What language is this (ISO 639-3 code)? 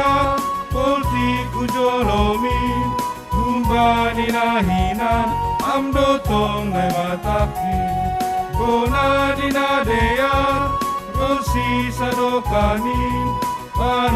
bts